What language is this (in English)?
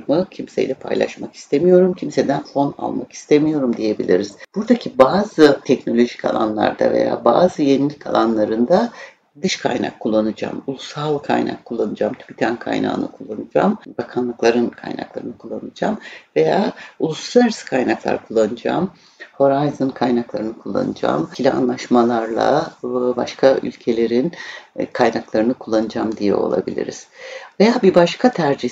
Turkish